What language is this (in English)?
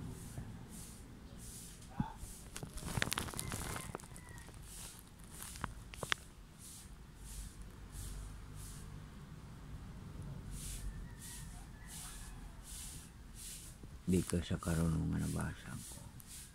Filipino